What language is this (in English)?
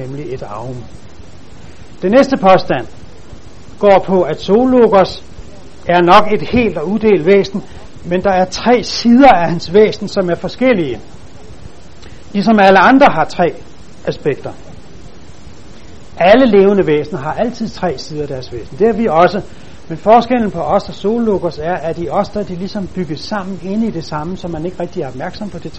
Danish